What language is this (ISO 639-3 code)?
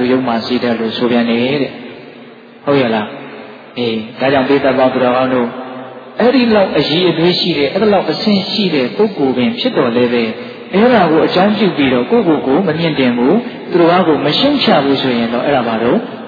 mya